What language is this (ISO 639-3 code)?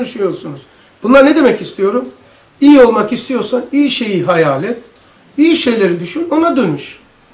tur